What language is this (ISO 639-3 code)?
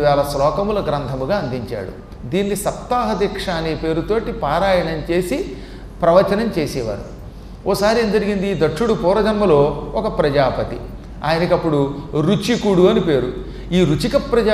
tel